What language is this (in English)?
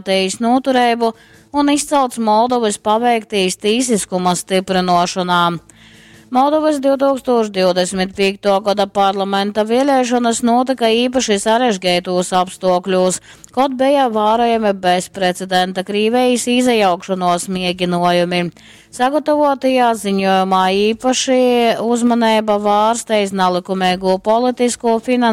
Latgalian